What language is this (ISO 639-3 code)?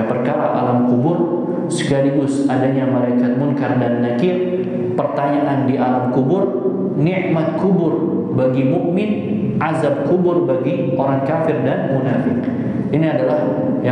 ind